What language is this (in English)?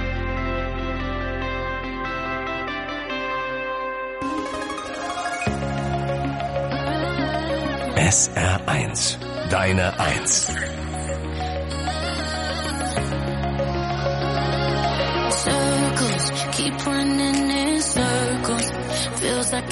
German